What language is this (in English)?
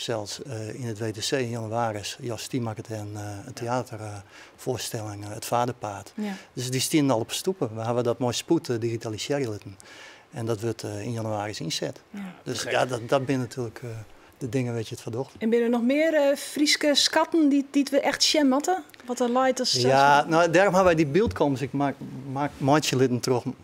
Western Frisian